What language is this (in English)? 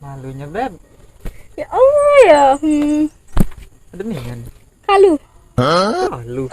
Musi